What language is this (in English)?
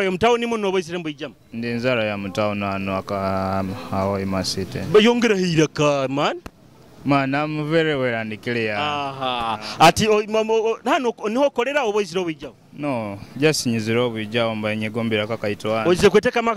Nyoro